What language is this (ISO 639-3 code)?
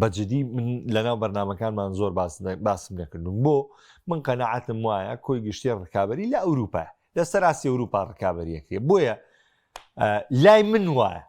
ckb